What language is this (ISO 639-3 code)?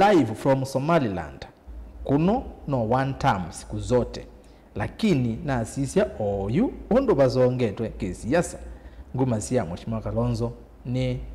kam